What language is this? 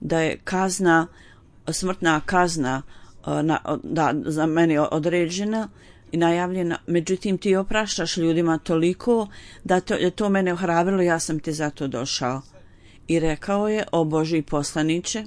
Bosnian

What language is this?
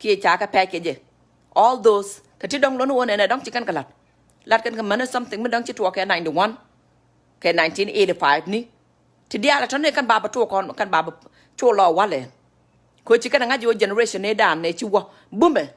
Nuer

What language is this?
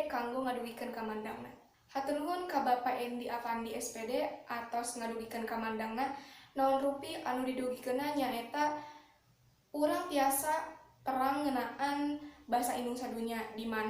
Sundanese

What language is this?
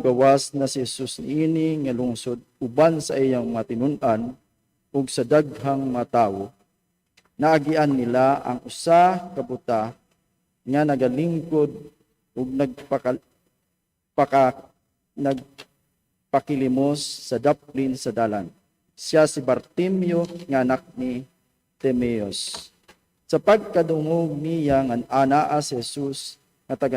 Cebuano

